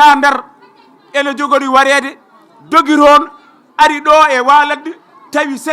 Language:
Fula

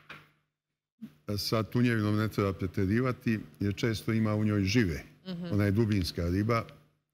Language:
Serbian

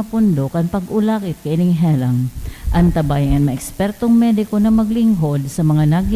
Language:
Bikol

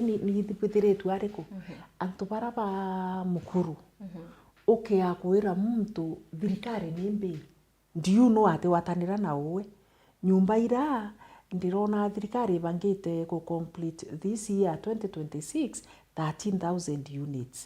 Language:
Meru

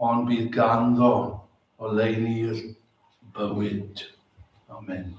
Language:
Welsh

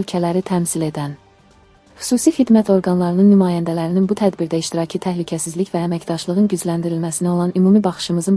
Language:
Azerbaijani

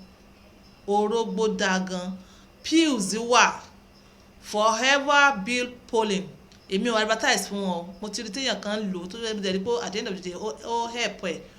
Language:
Yoruba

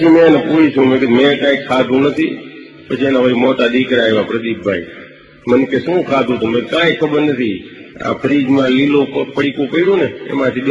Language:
Gujarati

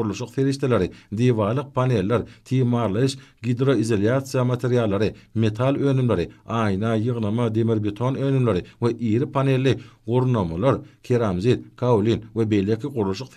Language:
Turkmen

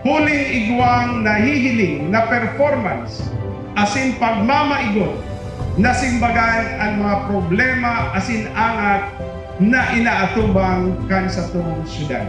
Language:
Bikol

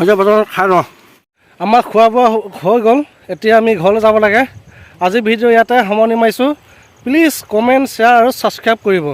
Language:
Assamese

